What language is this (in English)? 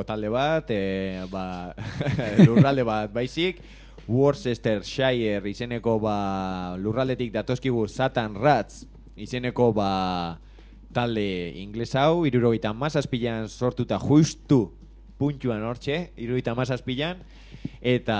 Basque